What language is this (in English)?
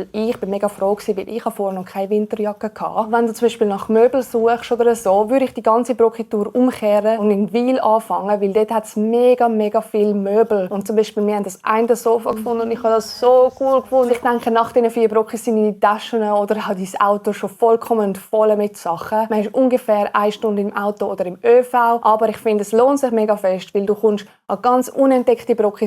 Swiss German